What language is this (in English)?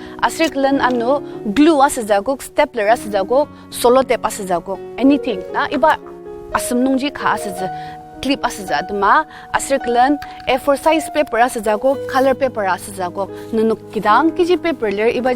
Ao Naga